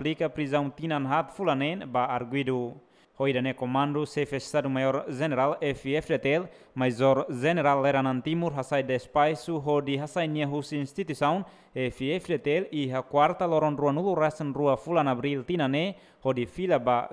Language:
Tetum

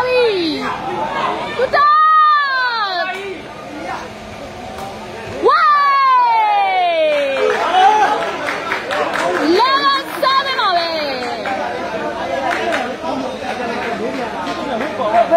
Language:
Burmese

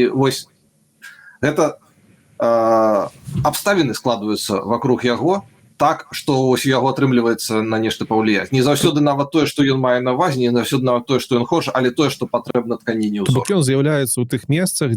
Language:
Belarusian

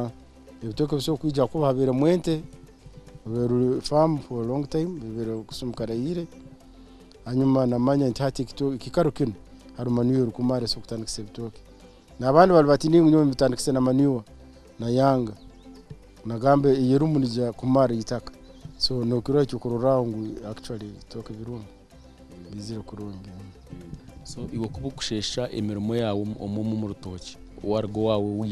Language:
Nyankole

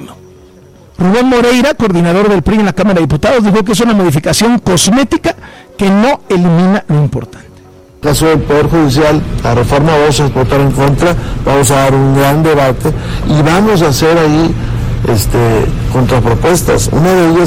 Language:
Spanish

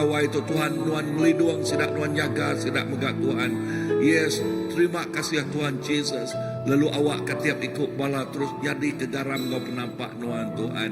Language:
Iban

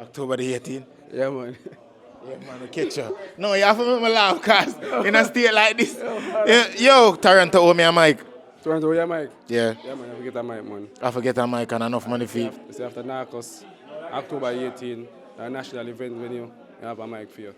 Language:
Jamaican Creole English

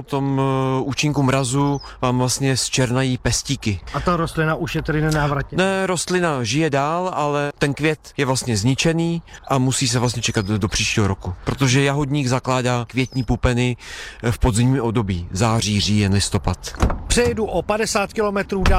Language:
Czech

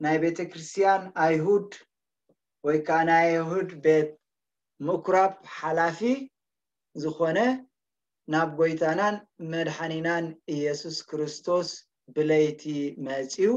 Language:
Tigrinya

